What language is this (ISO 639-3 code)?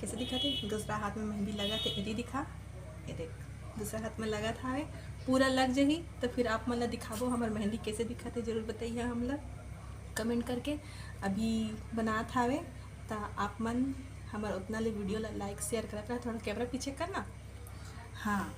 hne